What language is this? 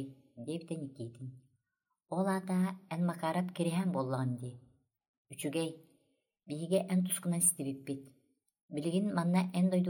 Yakut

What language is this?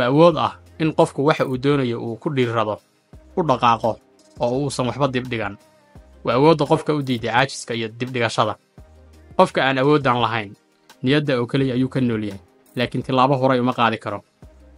Somali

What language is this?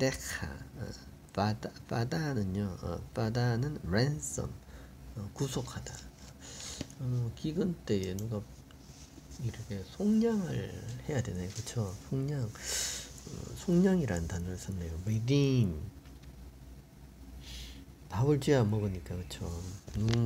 Korean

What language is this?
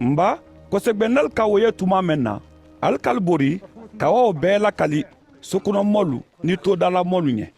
Mandingo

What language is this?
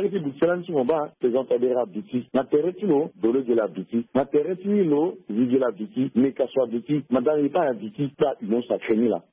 Sango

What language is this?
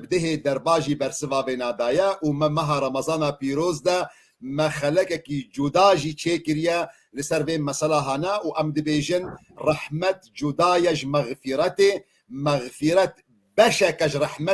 Kurdish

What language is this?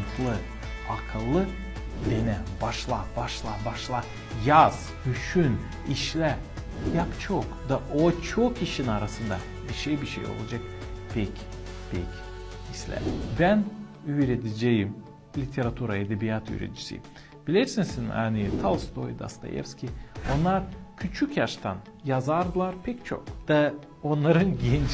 Gagauz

